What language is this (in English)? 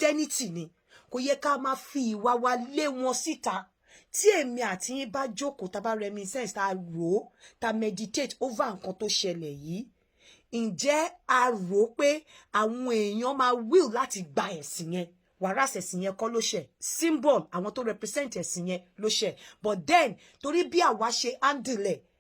Yoruba